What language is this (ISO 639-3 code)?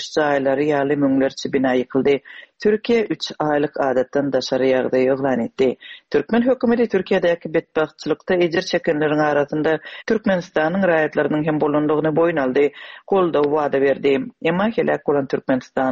tuk